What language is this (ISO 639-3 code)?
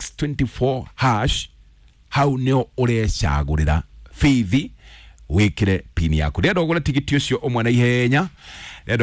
kik